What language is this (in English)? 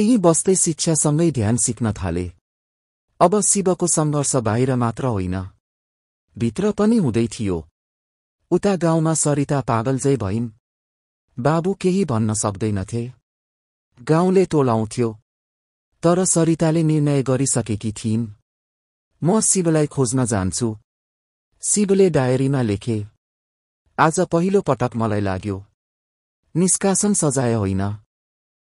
Nepali